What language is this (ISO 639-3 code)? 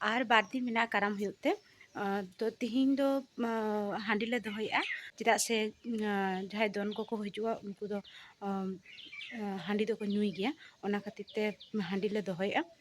sat